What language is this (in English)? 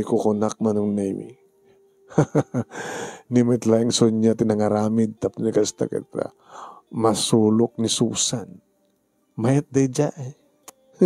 Iloko